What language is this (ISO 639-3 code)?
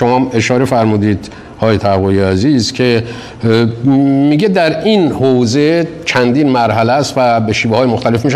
fas